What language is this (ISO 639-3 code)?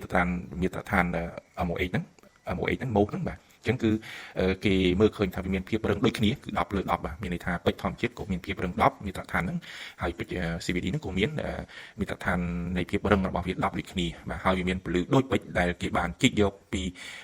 khm